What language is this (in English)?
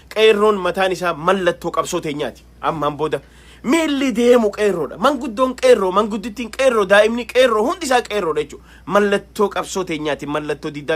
Oromo